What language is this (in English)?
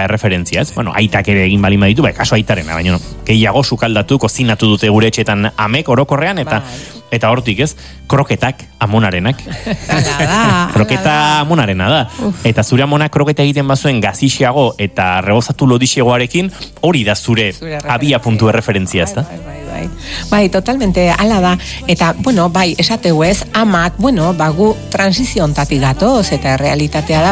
Basque